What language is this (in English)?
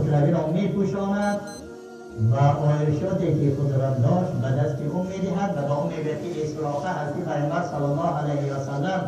Tajik